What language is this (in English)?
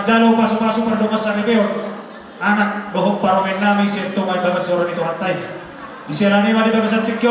Batak Toba